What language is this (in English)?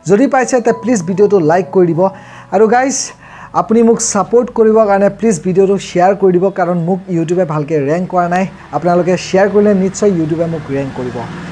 Assamese